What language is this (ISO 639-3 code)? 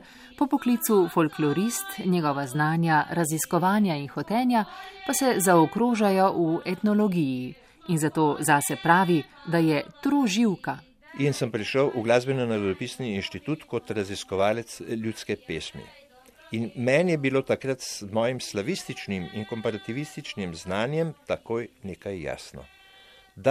slv